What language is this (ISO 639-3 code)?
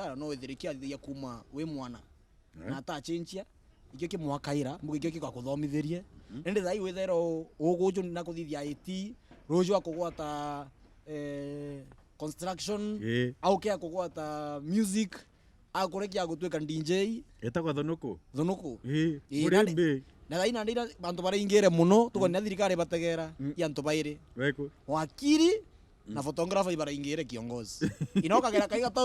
mer